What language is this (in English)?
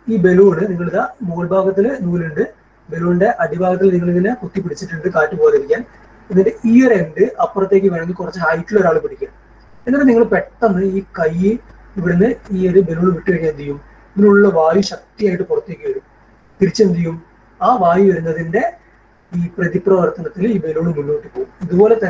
Malayalam